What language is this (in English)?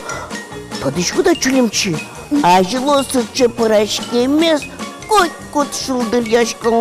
Udmurt